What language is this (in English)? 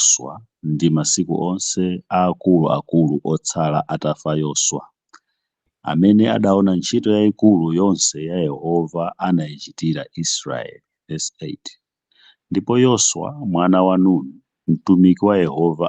Nyanja